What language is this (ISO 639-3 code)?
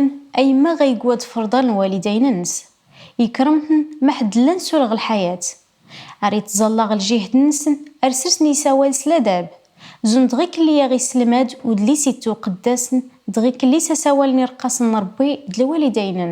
kab